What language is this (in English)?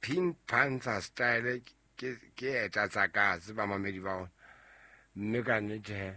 Southern Sotho